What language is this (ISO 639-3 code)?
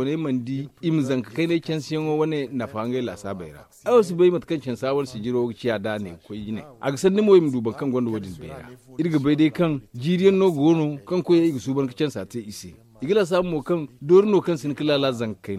dje